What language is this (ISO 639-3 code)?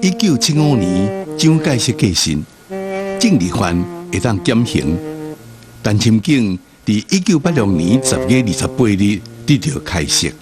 nan